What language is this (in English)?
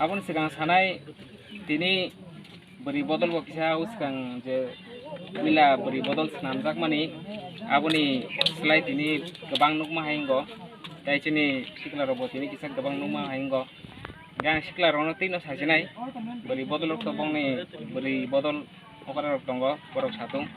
Kok Borok